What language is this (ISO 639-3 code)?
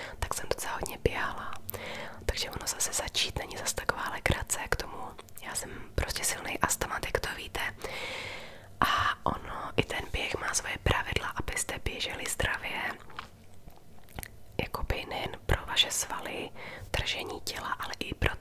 ces